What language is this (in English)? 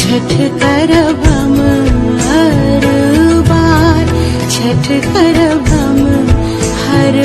Maithili